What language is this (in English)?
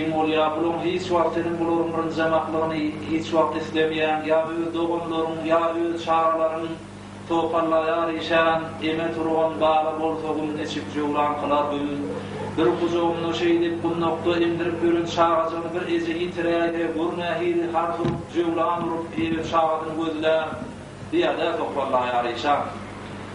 Turkmen